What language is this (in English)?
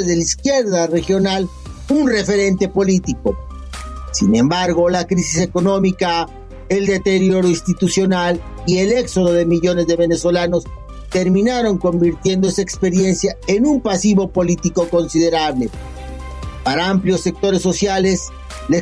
Spanish